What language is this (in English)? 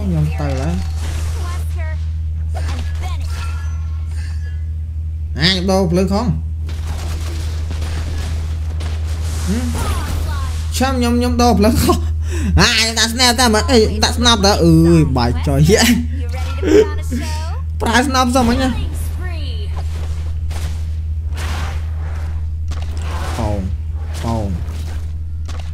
Vietnamese